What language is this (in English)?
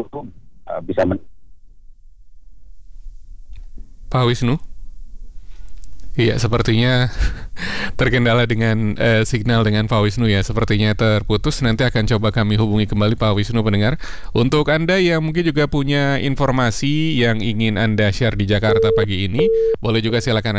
Indonesian